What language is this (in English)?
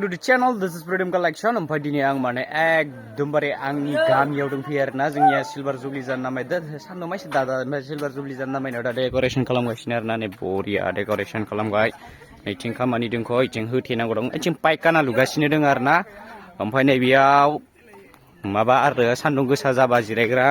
Bodo